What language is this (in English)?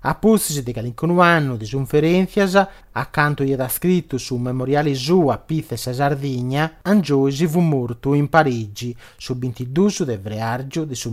Sardinian